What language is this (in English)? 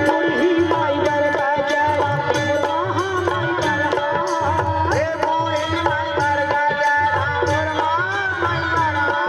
Chhattisgarhi